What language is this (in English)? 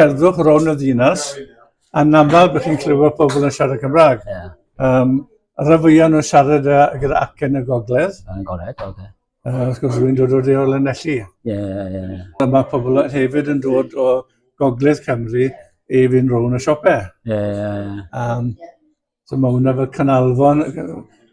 Welsh